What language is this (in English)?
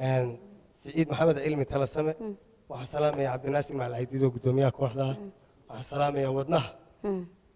Somali